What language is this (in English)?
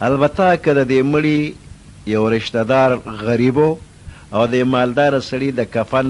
Pashto